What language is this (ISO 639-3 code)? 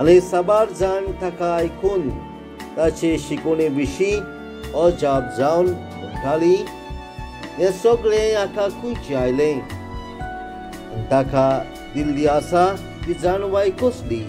kok